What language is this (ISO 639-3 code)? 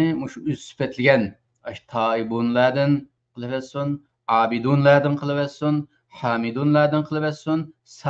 uig